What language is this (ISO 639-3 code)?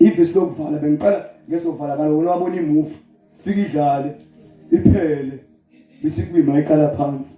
zul